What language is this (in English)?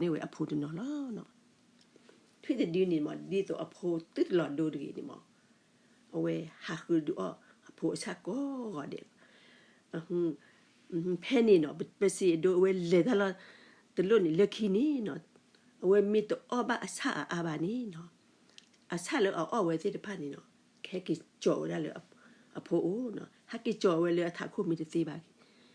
S'gaw Karen